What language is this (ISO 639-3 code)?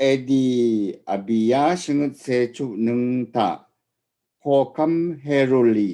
raw